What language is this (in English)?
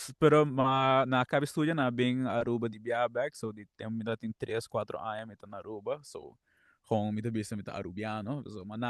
Papiamento